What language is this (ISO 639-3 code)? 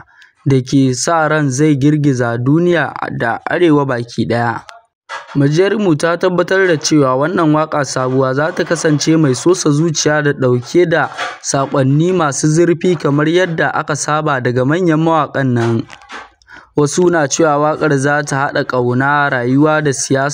hau